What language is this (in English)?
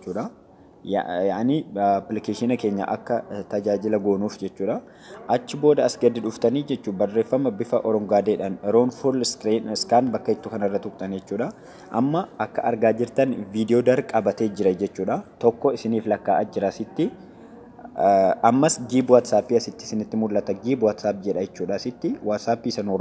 Oromo